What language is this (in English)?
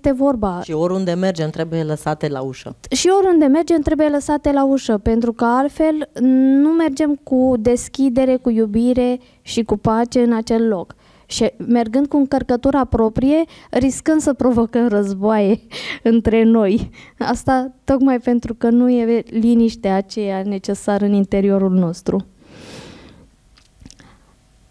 Romanian